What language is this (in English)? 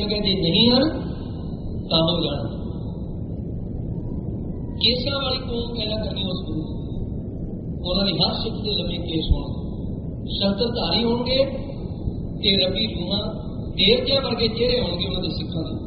Punjabi